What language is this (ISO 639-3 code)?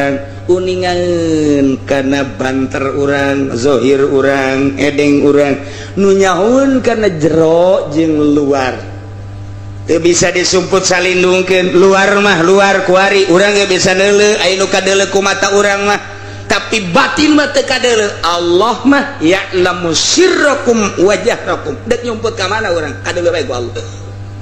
sun